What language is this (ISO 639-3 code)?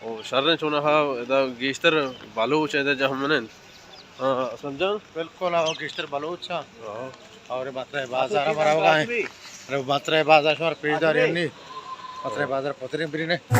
bal